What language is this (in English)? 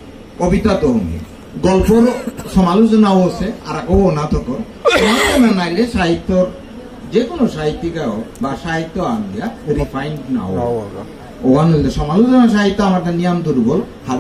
Bishnupriya